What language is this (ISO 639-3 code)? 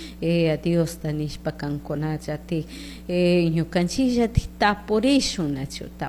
qug